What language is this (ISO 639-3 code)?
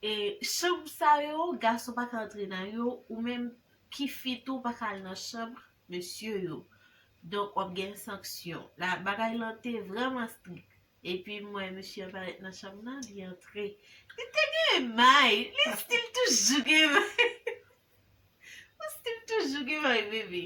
hat